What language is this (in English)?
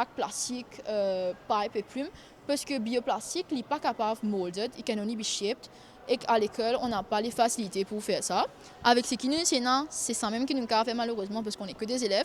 Morisyen